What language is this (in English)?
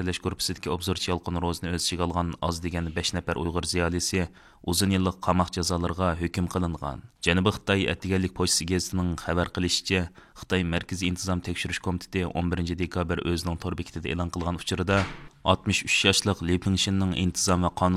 Uyghur